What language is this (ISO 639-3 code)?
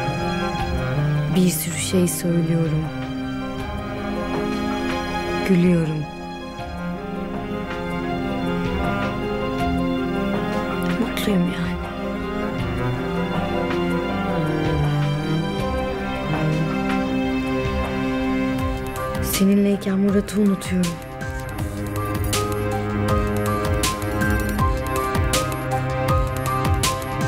tur